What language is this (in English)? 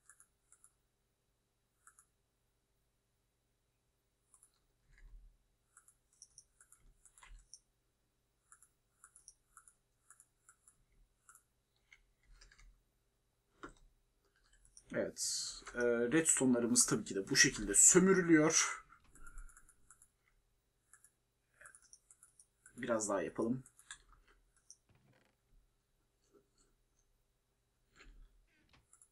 Turkish